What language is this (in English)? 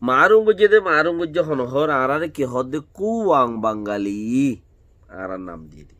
Rohingya